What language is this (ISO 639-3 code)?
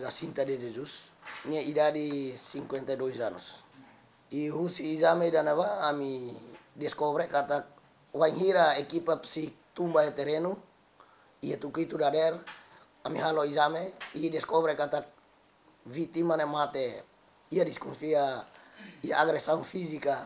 tet